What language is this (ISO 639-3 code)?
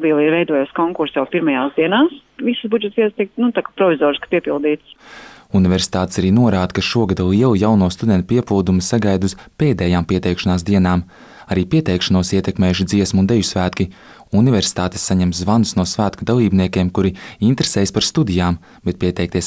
lav